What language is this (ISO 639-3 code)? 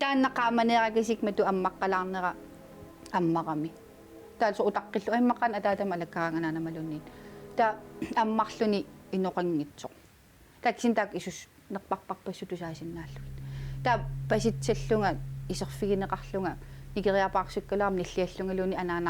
kal